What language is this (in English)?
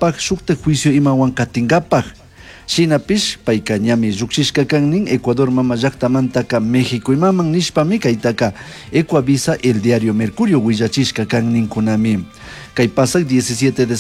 Chimborazo Highland Quichua